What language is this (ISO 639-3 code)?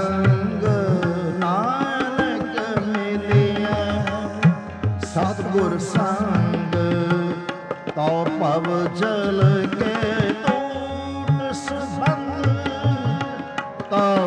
pan